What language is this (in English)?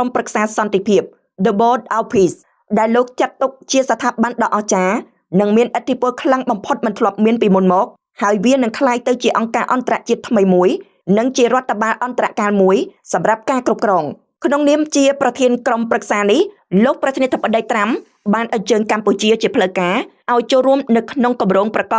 Khmer